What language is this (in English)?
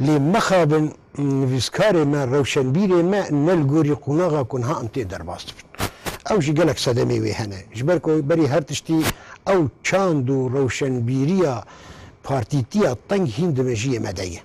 Kurdish